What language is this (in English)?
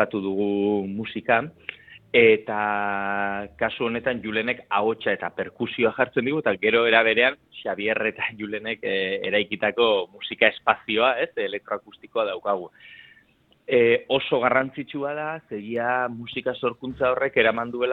Basque